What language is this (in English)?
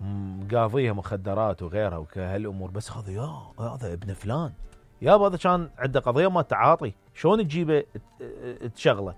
Mesopotamian Arabic